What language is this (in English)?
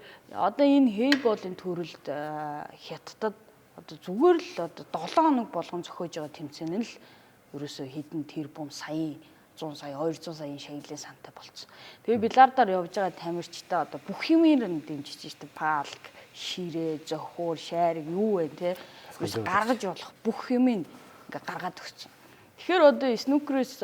Mongolian